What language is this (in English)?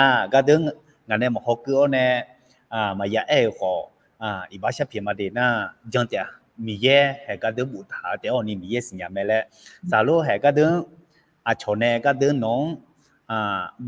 Akha